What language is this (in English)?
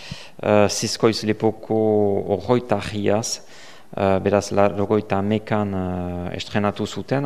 Basque